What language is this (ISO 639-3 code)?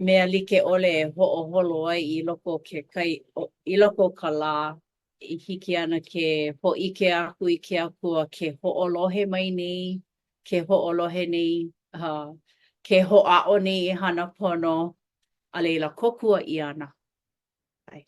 haw